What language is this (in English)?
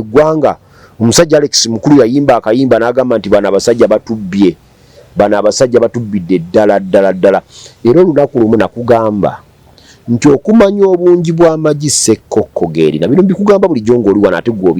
Ganda